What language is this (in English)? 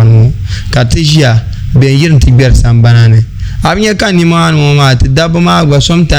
Dagbani